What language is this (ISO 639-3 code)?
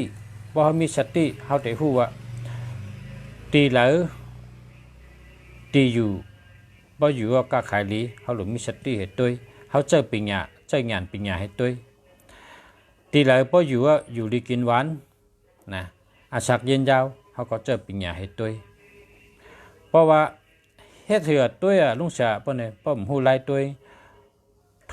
shn